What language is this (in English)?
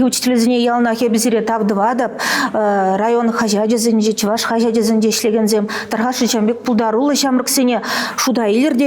Chuvash